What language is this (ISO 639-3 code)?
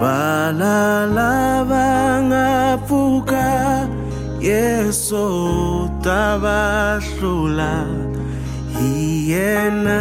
tso